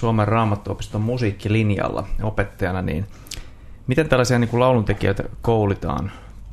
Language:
Finnish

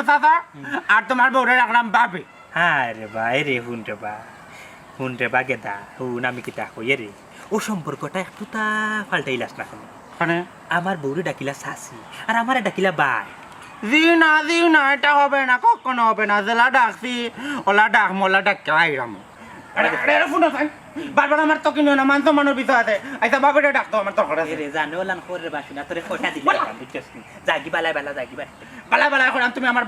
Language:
Sylheti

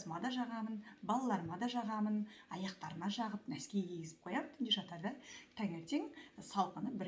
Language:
Kazakh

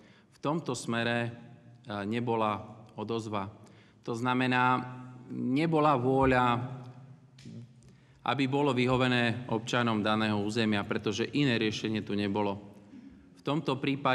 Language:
Slovak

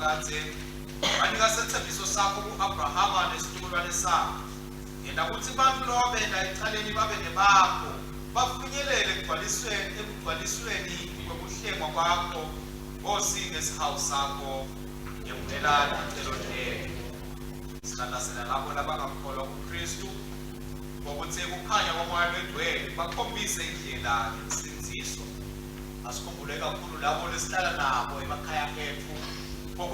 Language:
Swati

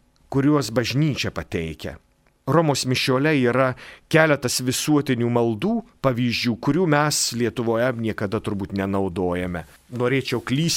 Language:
Lithuanian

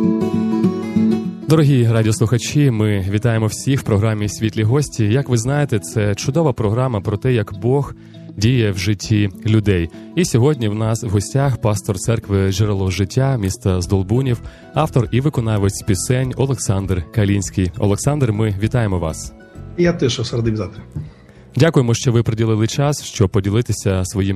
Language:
Ukrainian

